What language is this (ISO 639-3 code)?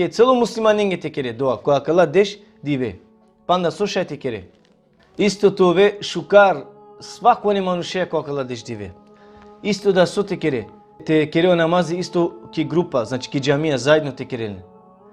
rmn